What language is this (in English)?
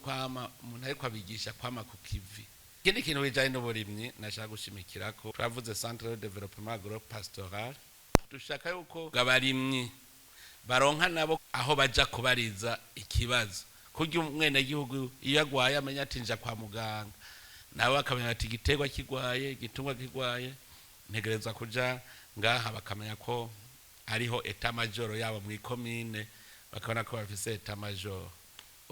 Rundi